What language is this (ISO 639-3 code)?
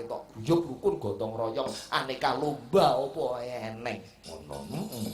jav